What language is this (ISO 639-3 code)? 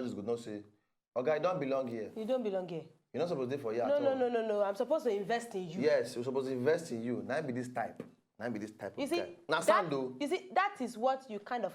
pcm